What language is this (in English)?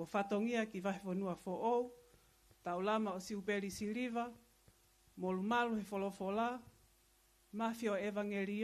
Tongan